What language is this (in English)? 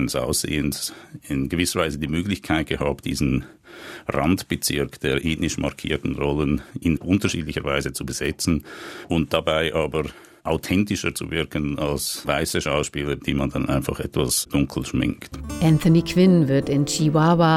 German